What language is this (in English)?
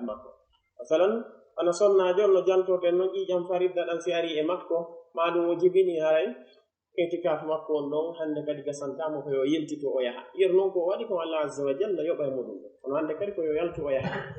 Pular